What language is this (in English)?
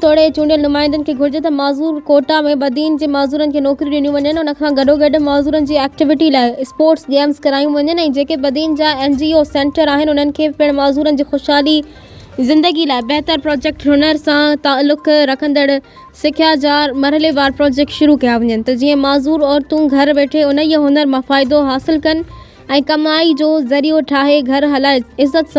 Sindhi